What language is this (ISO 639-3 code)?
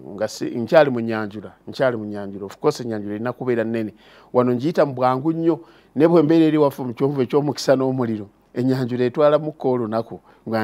lug